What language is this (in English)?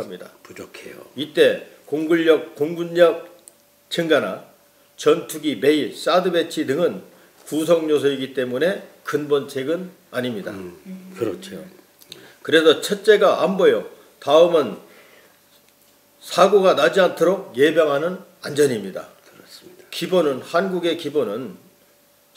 Korean